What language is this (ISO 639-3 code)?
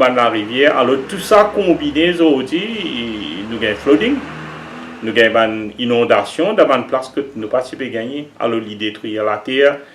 mfe